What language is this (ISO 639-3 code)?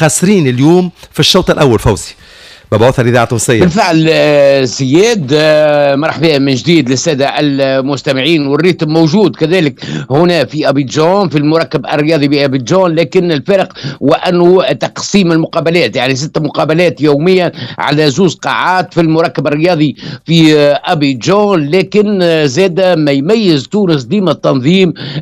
aeb